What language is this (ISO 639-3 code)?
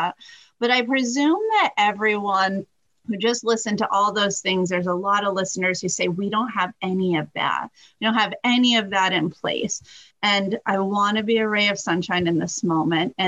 eng